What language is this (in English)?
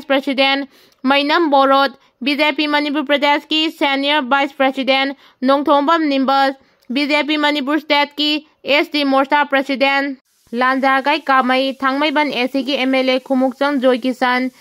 Manipuri